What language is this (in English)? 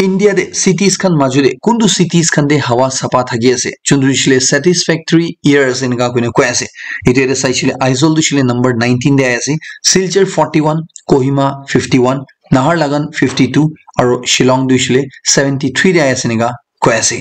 Naga Pidgin